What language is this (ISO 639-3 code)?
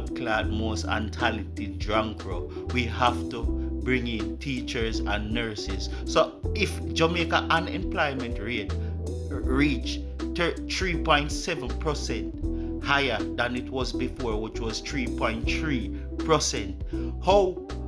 jam